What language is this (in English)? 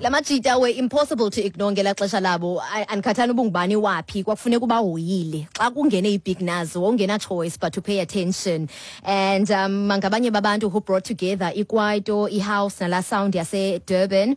Xhosa